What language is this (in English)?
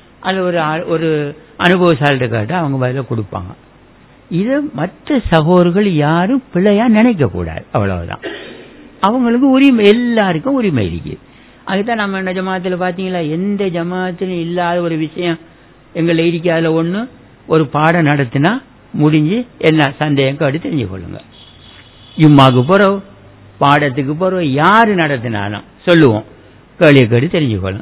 Tamil